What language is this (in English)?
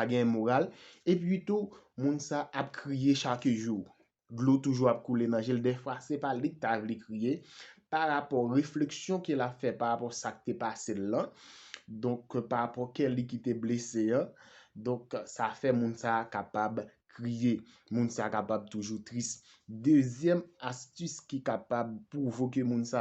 Haitian Creole